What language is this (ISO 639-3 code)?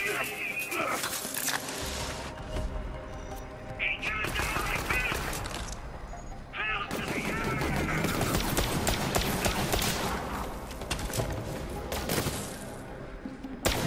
eng